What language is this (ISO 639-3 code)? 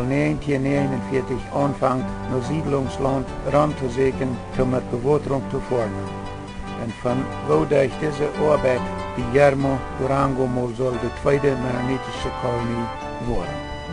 pdt